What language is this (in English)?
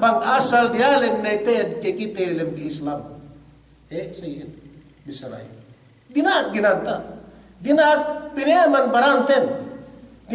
Yakan